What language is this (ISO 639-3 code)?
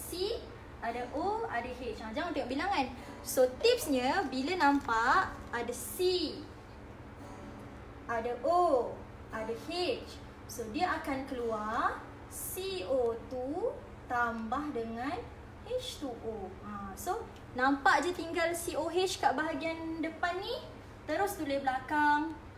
msa